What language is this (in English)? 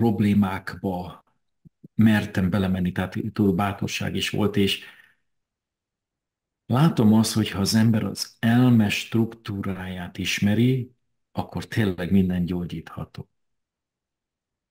Hungarian